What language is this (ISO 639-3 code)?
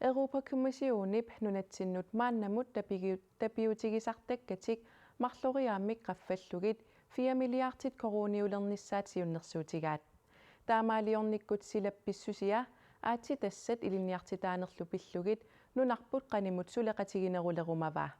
kal